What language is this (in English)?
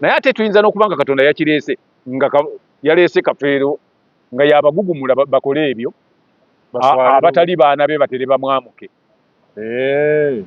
Ganda